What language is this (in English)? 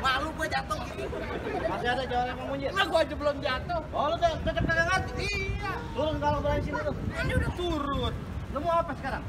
Betawi